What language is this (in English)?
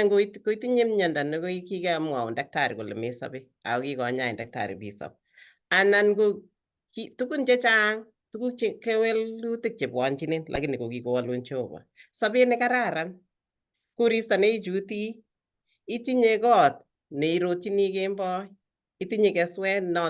Kalenjin